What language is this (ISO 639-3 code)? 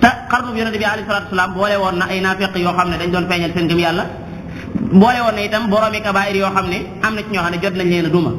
wol